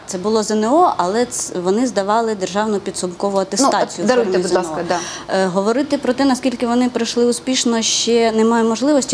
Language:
Ukrainian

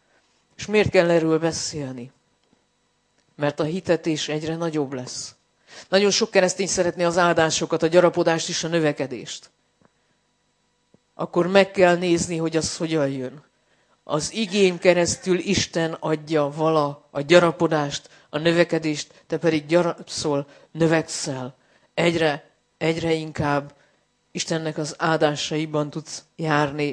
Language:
Hungarian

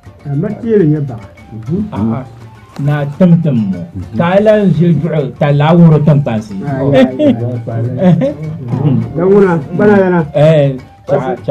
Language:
Dagbani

